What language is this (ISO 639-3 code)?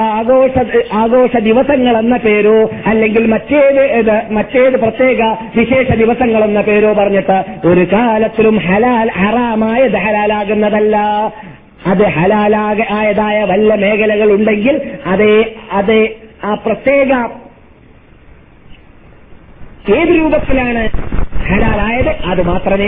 mal